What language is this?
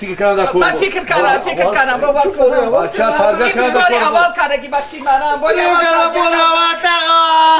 Tajik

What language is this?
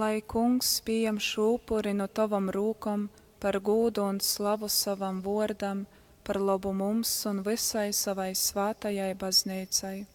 Latgalian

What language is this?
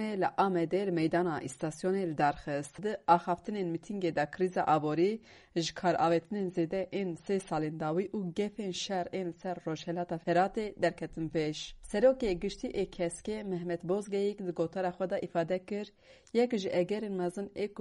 Kurdish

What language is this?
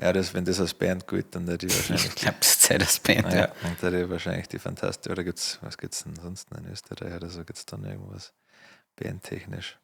Bavarian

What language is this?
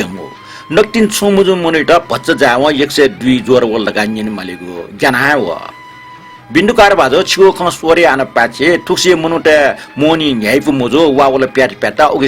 Newari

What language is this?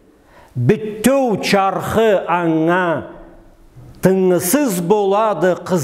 Karachay-Balkar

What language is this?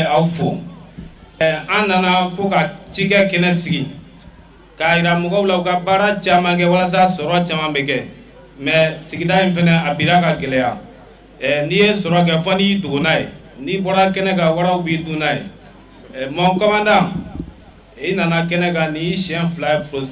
Bambara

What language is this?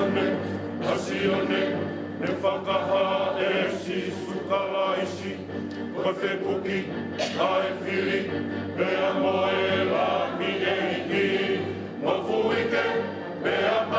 Tongan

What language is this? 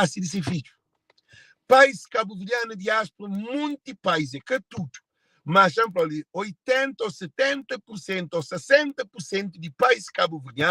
Kabuverdianu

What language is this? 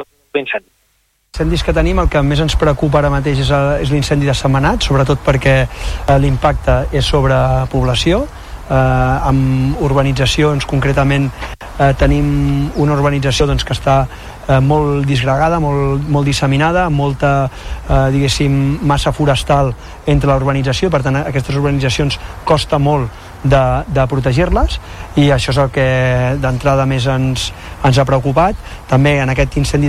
Catalan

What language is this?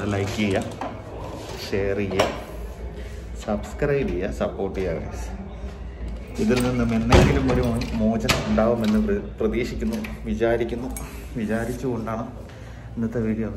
Malayalam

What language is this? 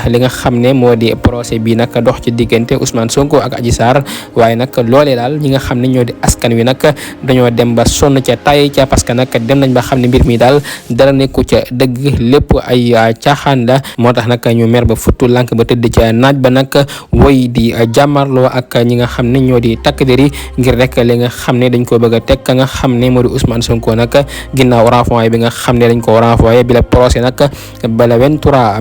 Wolof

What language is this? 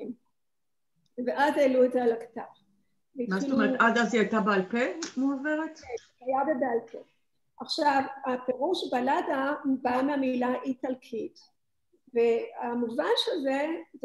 Hebrew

